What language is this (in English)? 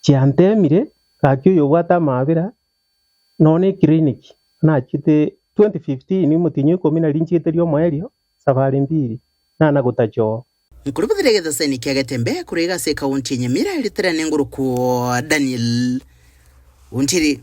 Gusii